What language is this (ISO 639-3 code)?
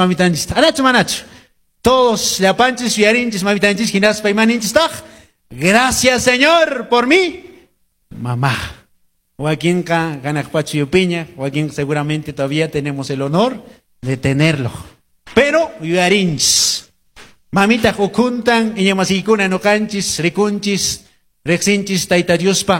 que